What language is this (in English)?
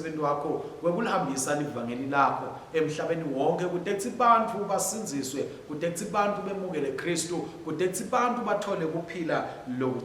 Swati